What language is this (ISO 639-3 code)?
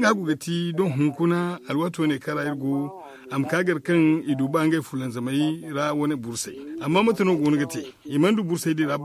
dje